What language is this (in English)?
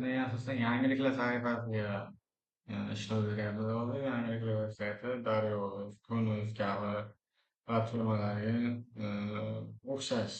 Uzbek